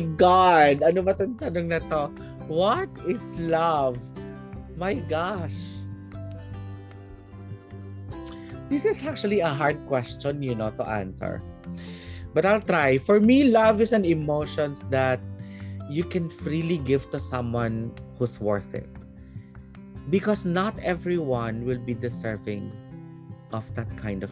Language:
Filipino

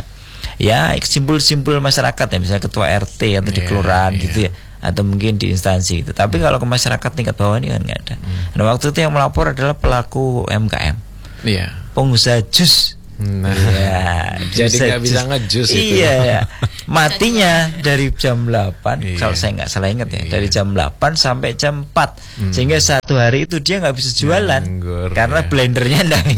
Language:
Indonesian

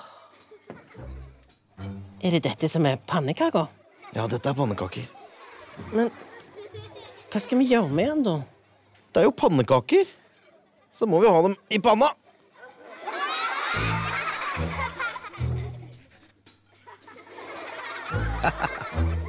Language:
Norwegian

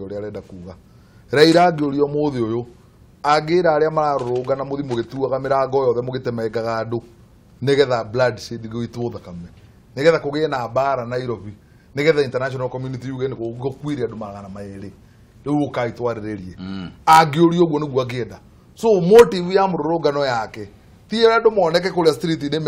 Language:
Kikuyu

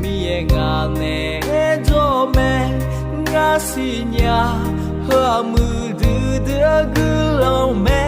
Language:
Akha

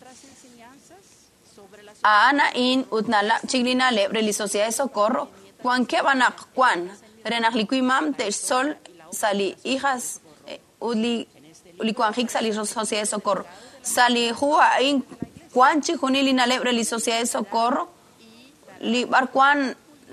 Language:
Kekchí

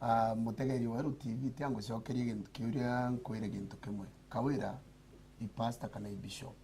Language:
Meru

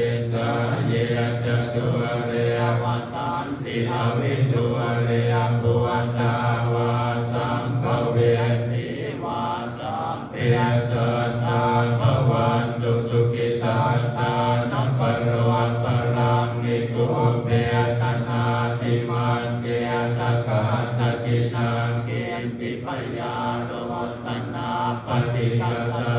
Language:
Pali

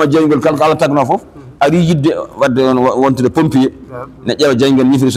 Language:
Fula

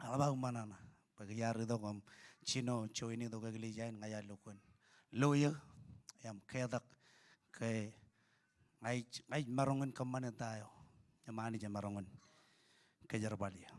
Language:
Marshallese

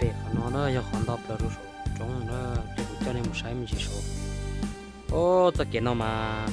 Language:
Hmong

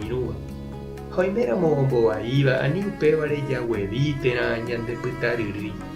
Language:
Guarani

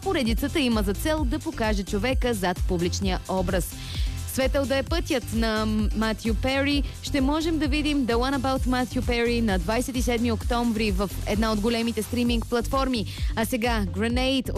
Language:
Bulgarian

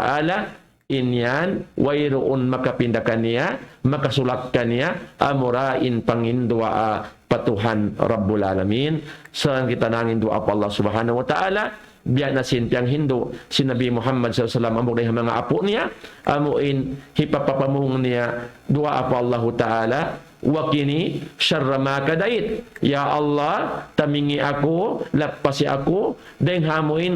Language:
Tausug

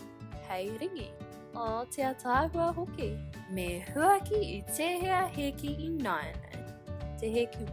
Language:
Māori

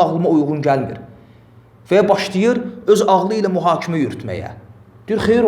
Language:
Azerbaijani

